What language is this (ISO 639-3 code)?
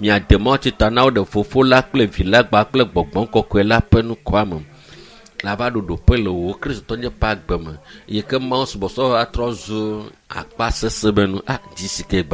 ewe